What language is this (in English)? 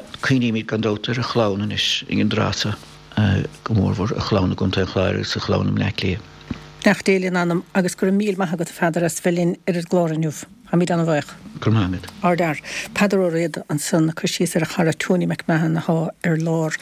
Irish